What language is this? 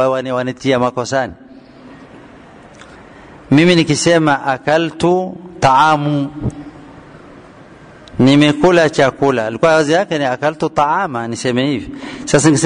Swahili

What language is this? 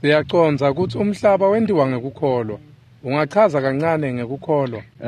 Swati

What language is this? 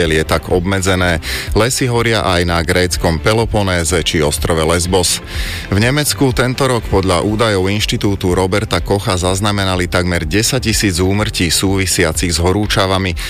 Slovak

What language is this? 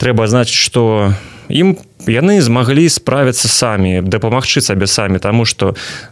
Belarusian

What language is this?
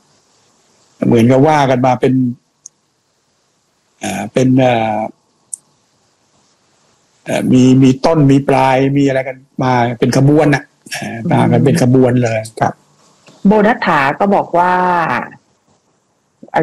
Thai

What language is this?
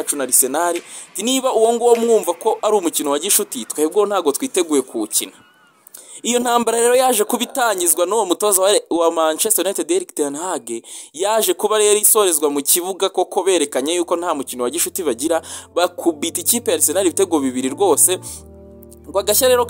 Kinyarwanda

